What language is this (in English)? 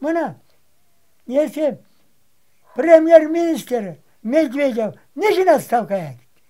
Crimean Tatar